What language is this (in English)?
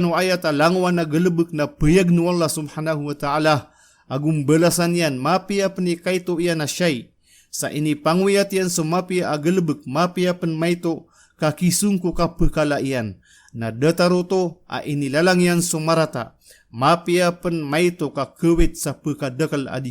Maranao